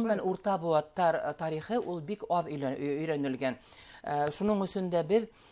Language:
Bashkir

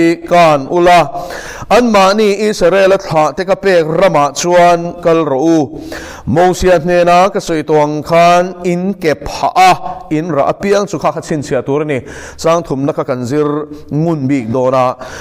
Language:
Mizo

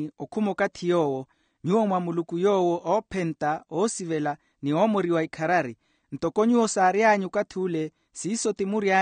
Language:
Makhuwa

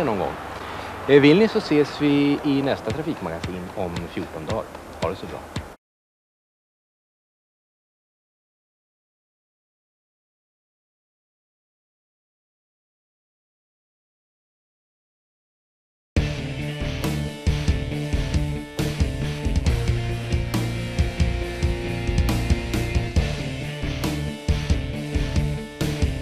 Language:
Swedish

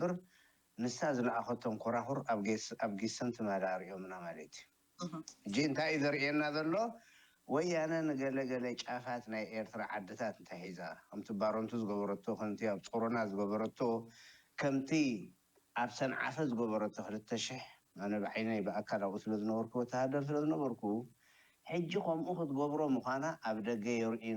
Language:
Tigrinya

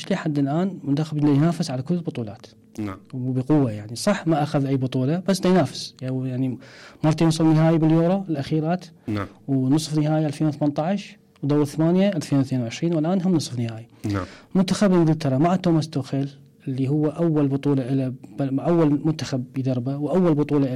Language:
Mesopotamian Arabic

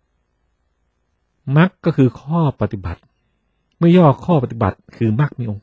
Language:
Thai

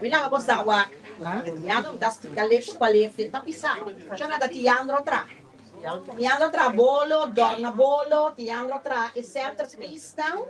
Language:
Papiamento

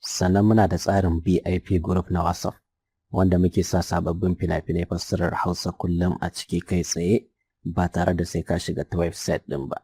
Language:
Hausa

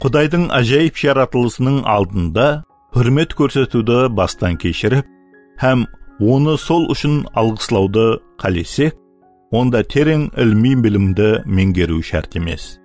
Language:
Kara-Kalpak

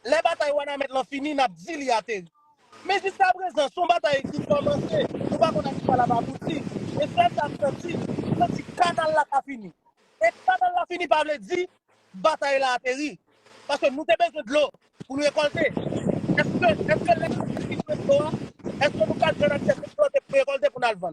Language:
Haitian Creole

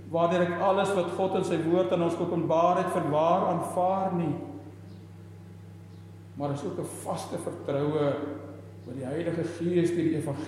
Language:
Afrikaans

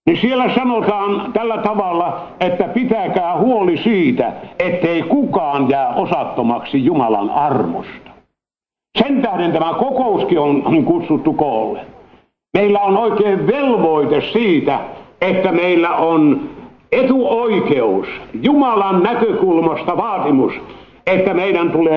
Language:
Finnish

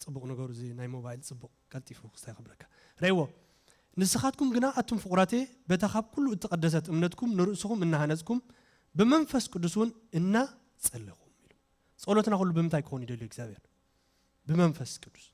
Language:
Tigrinya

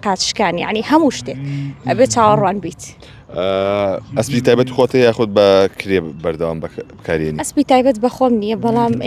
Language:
Central Kurdish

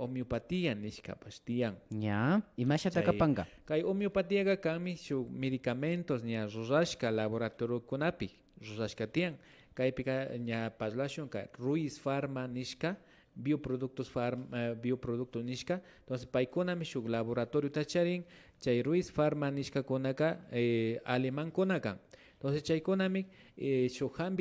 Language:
Imbabura Highland Quichua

